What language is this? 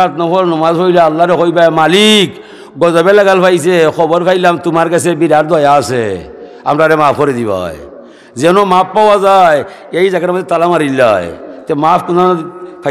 Sylheti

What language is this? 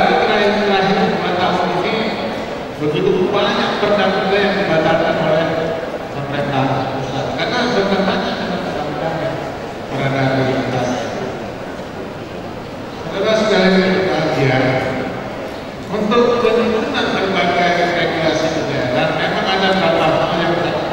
Indonesian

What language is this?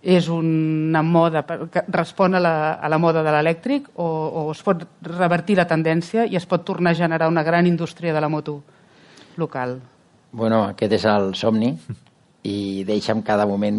Catalan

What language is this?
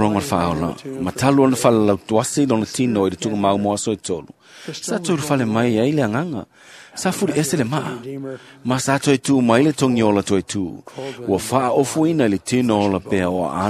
Samoan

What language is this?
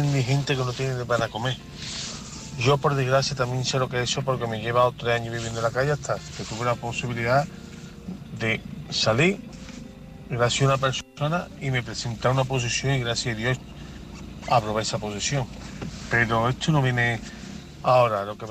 Spanish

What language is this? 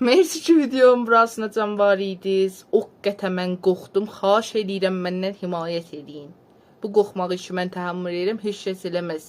South Azerbaijani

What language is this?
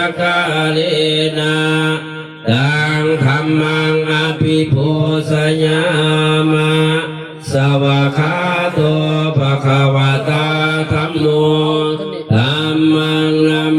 Pali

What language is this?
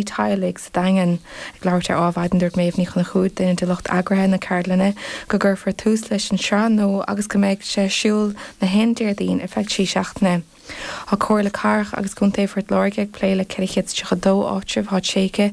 Irish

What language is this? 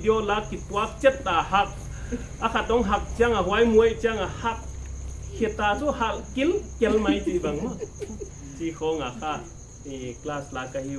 Paite Chin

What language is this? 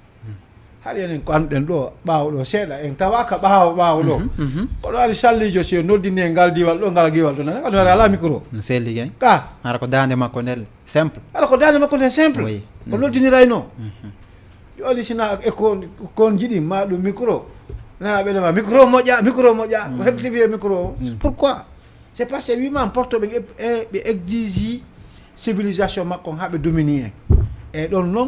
Fula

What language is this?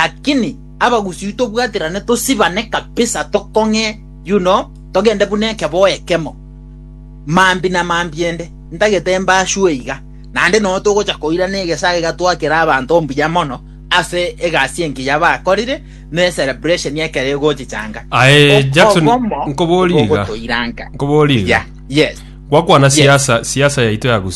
Gusii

